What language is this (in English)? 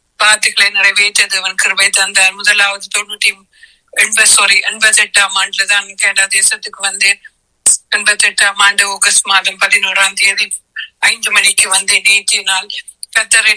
Tamil